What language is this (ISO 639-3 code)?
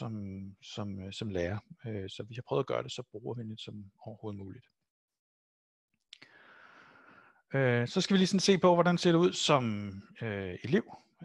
dan